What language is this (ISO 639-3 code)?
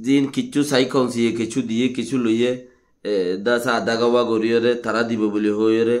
rhg